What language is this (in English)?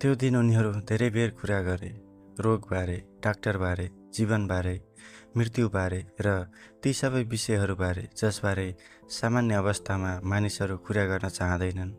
Nepali